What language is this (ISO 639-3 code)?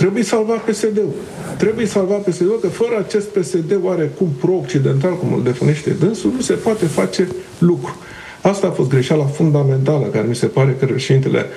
ron